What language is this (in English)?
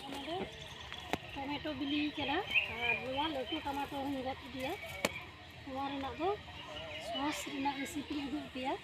Santali